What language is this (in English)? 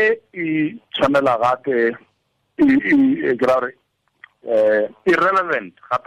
Tswana